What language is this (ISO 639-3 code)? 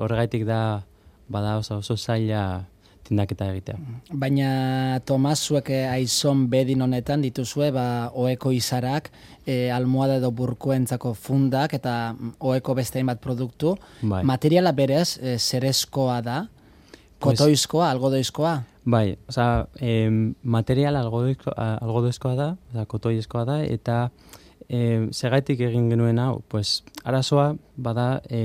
eus